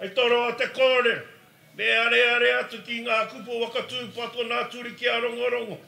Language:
Māori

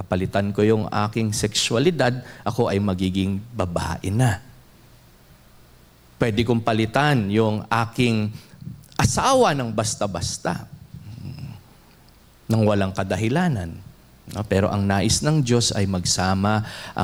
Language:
Filipino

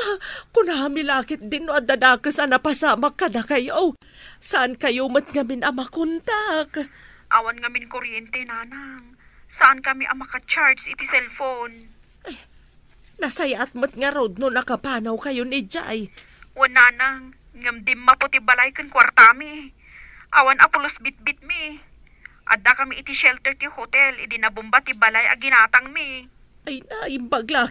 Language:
Iloko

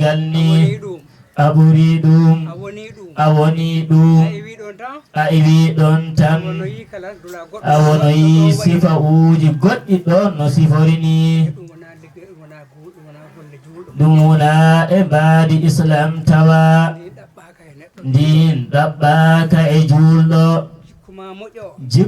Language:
Fula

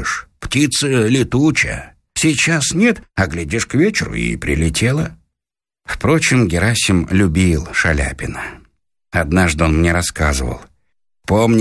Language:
Russian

